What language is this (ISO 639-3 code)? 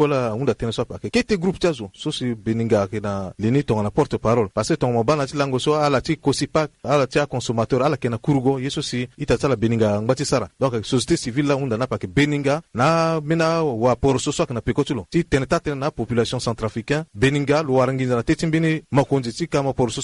sag